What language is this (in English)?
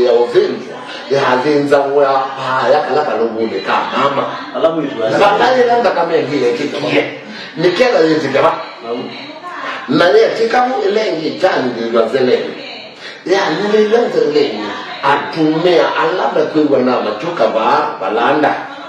Kamba